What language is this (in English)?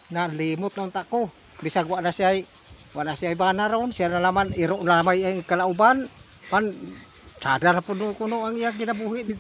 Cebuano